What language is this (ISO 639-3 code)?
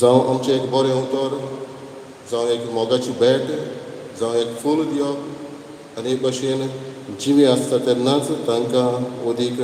kok